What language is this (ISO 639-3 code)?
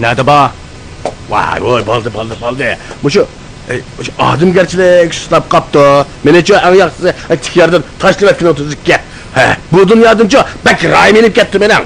uig